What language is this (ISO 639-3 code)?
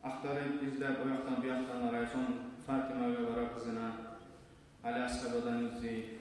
kum